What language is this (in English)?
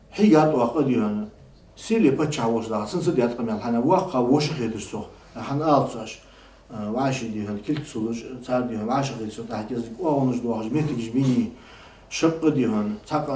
Ingush